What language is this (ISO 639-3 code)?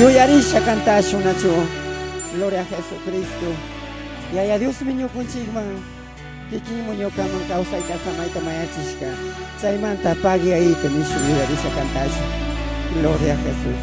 qug